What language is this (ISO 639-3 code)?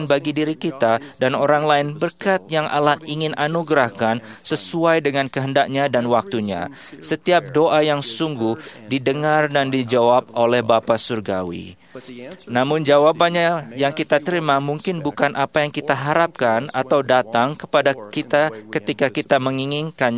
ind